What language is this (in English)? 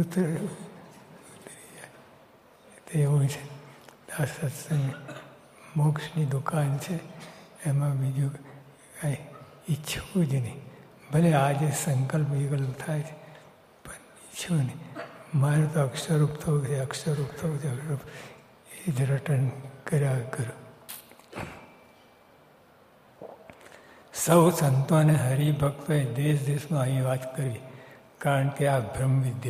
Gujarati